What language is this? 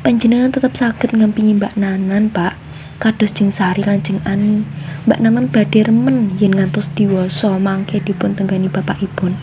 Javanese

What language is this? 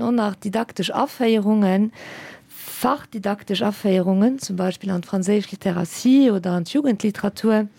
Luxembourgish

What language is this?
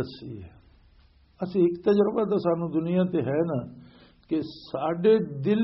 Western Panjabi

